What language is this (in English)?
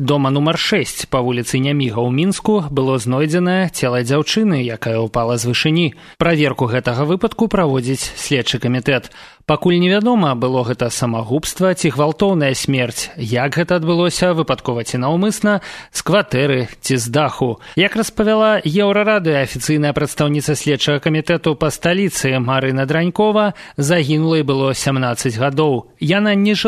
Belarusian